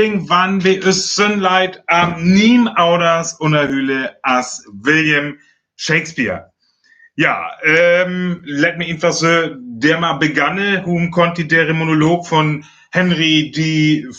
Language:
Northern Frisian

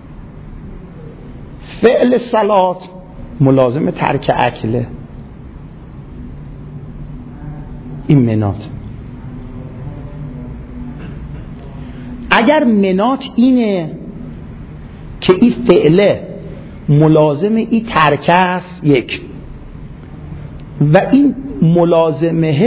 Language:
Persian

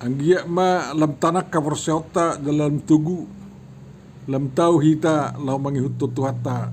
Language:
Batak Toba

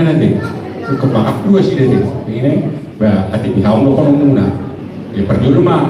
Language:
Batak Toba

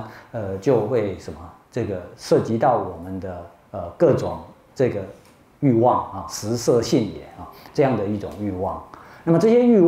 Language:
Chinese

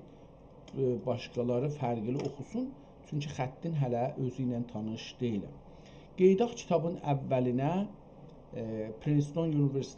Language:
South Azerbaijani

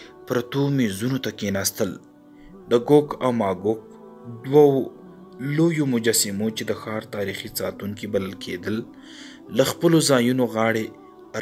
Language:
Pashto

